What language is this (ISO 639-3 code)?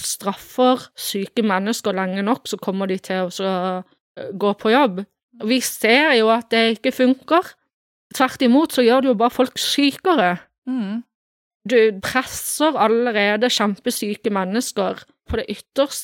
nor